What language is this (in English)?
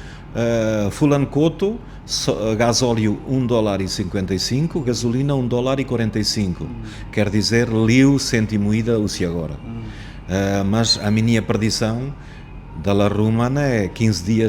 Tetum